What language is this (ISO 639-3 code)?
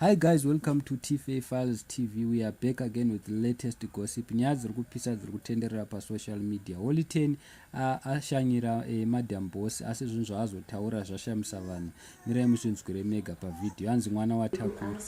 sna